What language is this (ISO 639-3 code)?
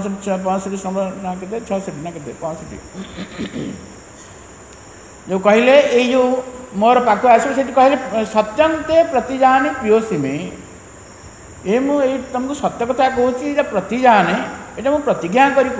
ori